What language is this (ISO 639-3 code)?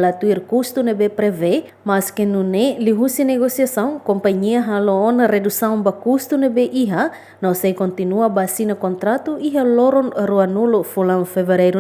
tet